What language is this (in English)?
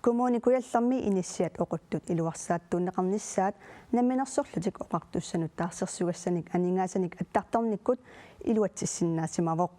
Kalaallisut